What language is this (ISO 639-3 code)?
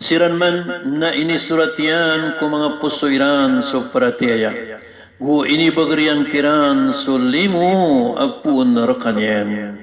mrw